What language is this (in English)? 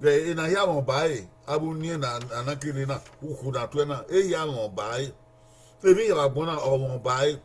Bini